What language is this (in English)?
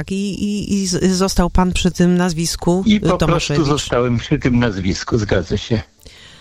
Polish